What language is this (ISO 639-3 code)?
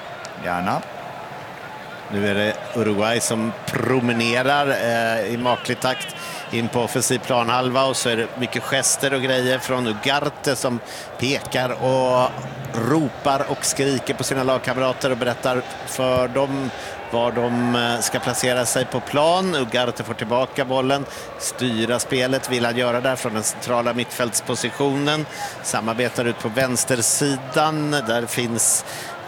swe